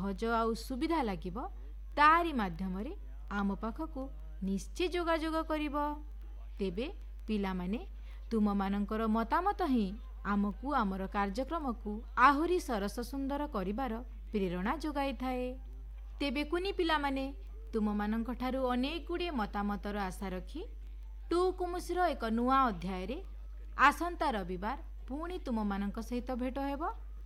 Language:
Odia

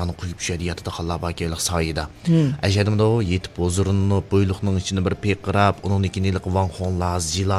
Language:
Uyghur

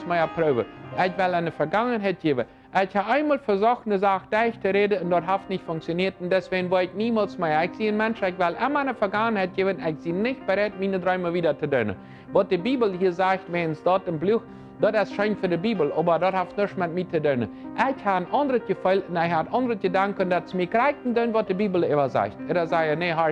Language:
Plautdietsch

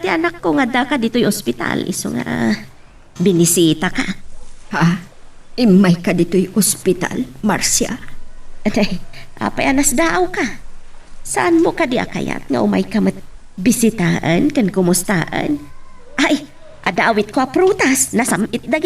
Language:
Iloko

